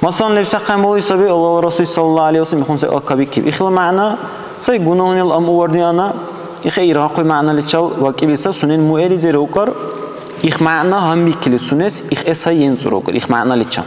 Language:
Dargwa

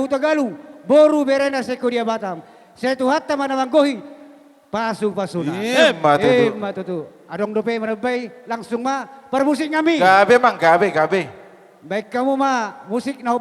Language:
Batak Toba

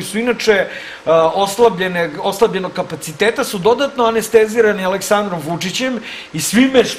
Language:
Serbian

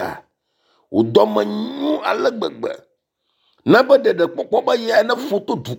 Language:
Ewe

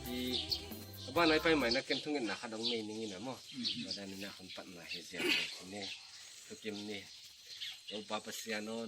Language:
Tedim Chin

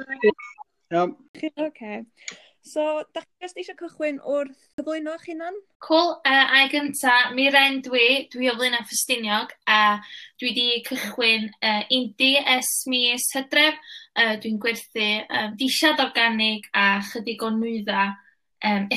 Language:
Welsh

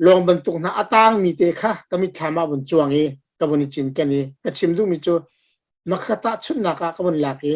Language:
Hakha Chin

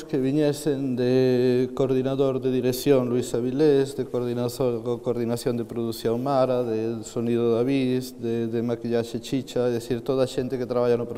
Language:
Galician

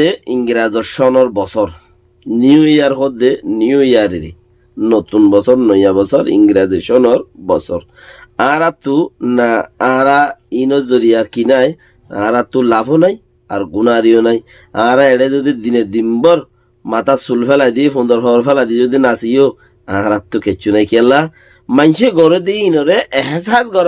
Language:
Rohingya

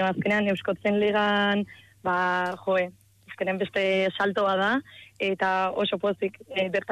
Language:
Basque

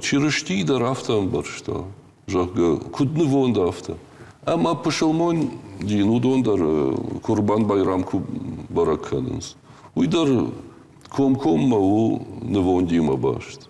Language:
Ossetic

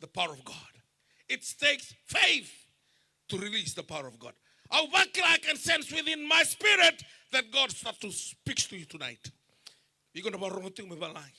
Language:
Fijian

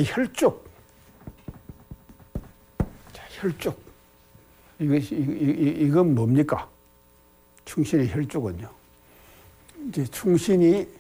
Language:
Korean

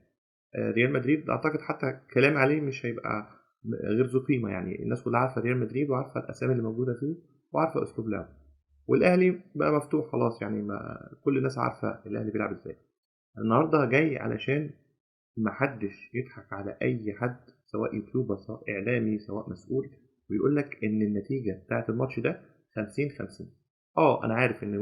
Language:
Egyptian Arabic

